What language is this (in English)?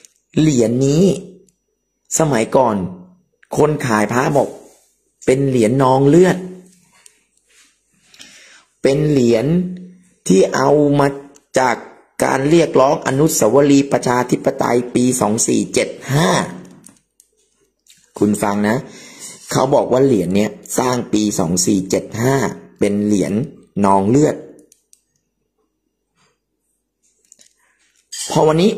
Thai